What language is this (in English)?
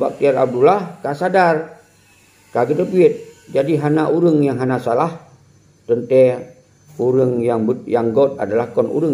Achinese